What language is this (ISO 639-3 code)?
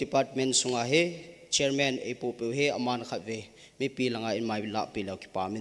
tcz